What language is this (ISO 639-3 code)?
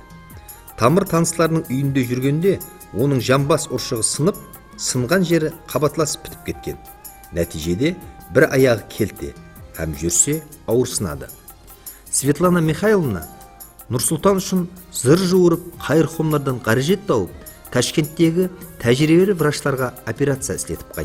kaa